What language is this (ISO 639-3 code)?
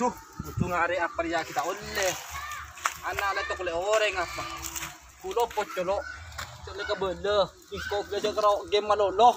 mad